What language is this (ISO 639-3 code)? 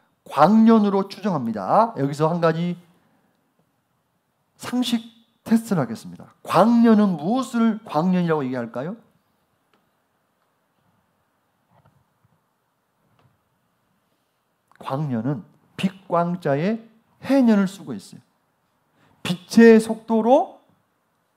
kor